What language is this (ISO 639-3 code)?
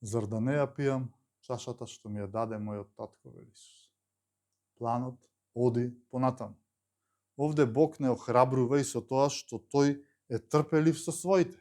mkd